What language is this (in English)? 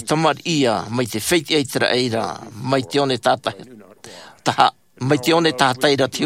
Tahitian